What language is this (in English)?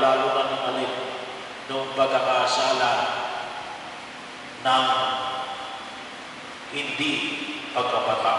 Filipino